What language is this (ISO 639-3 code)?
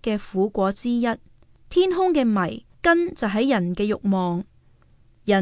yue